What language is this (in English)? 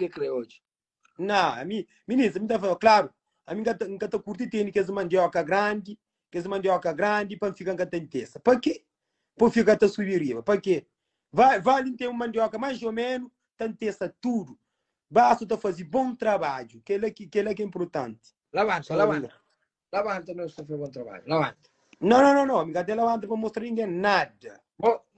Kabuverdianu